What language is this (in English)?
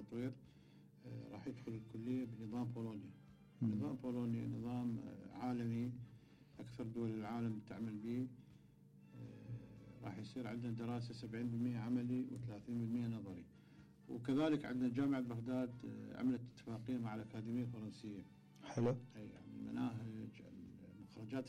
Mesopotamian Arabic